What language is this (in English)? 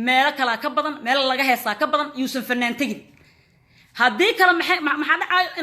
Somali